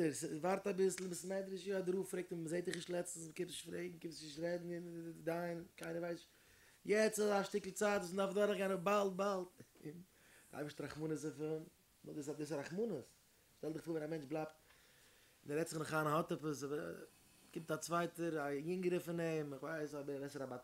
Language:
Yiddish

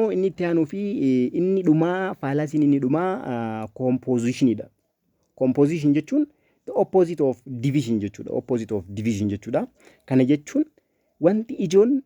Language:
Oromo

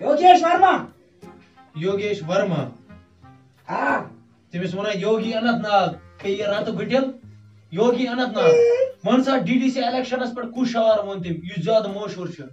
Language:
Kashmiri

